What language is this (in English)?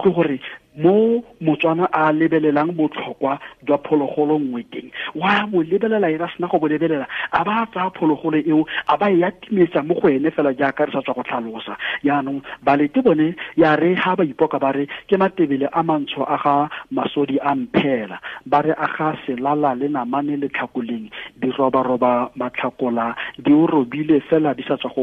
Tswana